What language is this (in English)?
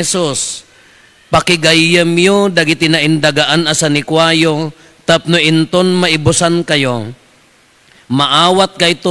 Iloko